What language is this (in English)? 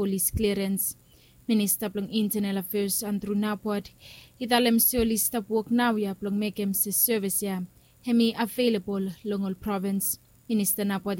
Bislama